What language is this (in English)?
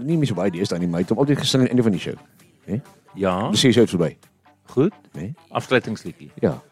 Afrikaans